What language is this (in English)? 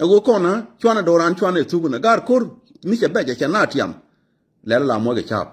Nuer